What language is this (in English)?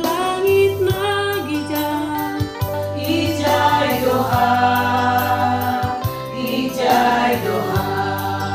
Batak Simalungun